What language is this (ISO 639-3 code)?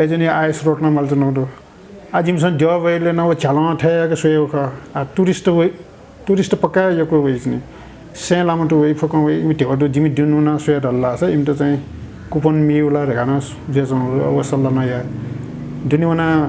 new